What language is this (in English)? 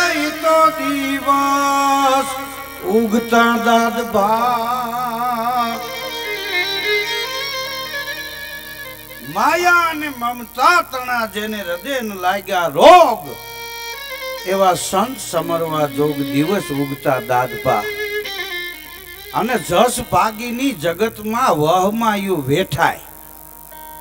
Gujarati